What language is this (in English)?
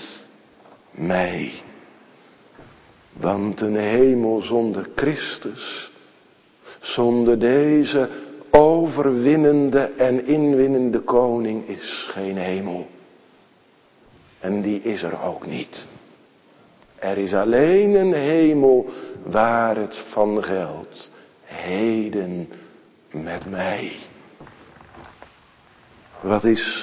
Dutch